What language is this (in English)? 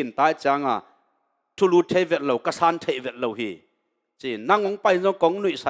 Tedim Chin